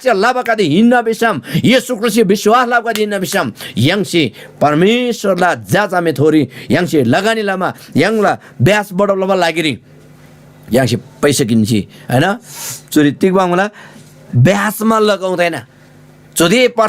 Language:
Eastern Tamang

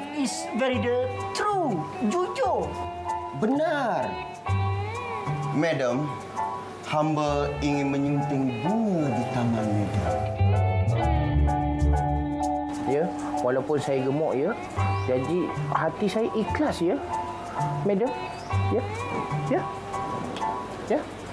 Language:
Malay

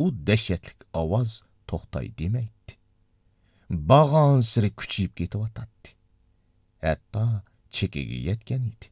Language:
Uyghur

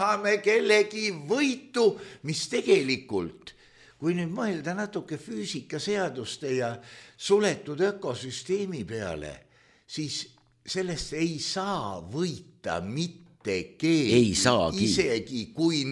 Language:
Estonian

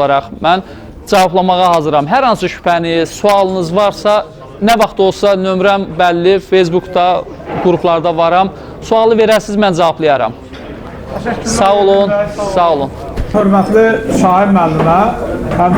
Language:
Azerbaijani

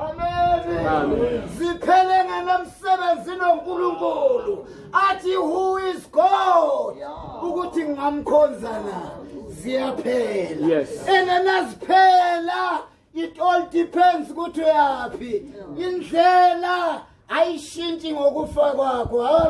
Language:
Zulu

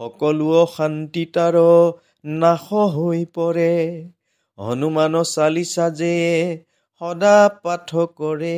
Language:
Assamese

